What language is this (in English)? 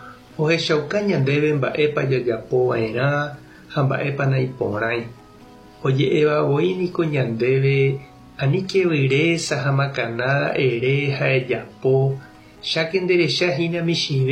Guarani